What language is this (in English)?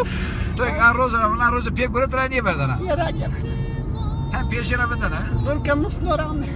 Zaza